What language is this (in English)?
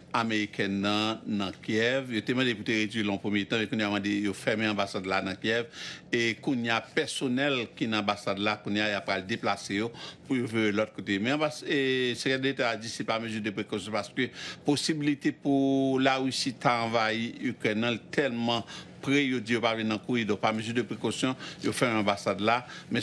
Haitian Creole